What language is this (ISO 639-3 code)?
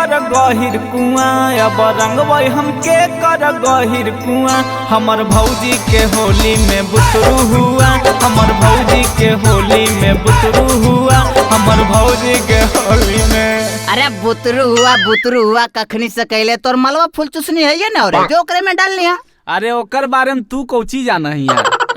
mag